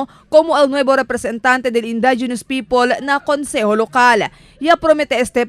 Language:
Chavacano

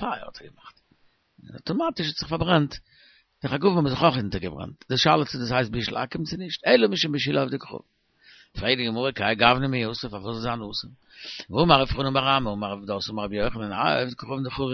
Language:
Yiddish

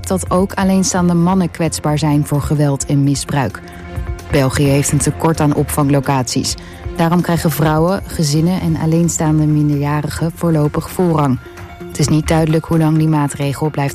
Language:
Dutch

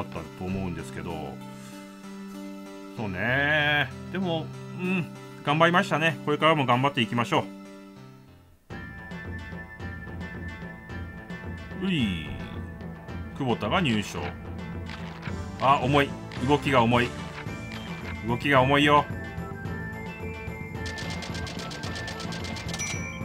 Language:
Japanese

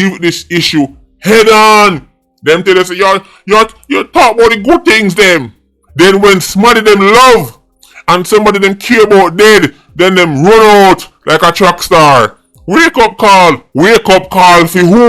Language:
Jamaican Creole English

